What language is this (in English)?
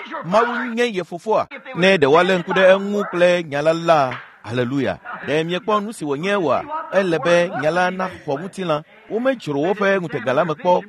Ewe